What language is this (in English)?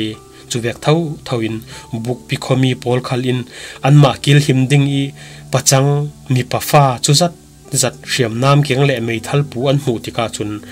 Falam Chin